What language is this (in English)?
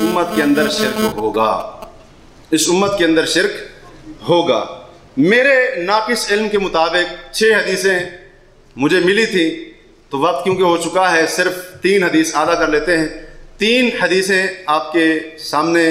Urdu